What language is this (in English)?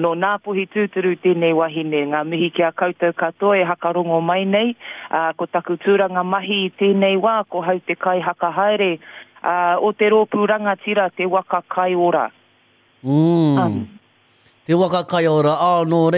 Māori